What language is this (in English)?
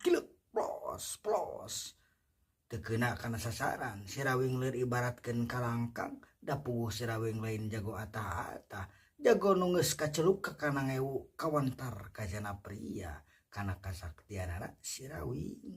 Sundanese